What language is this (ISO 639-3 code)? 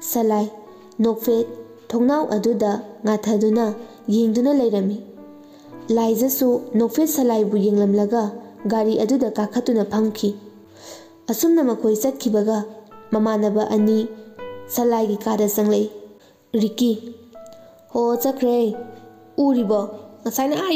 mni